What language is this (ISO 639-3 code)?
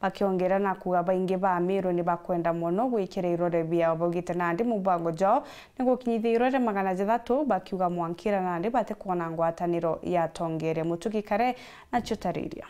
mer